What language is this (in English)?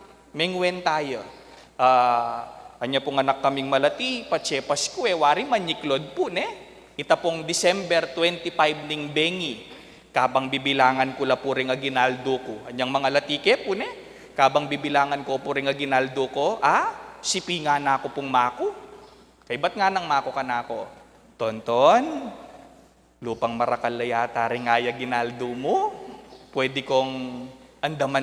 Pampanga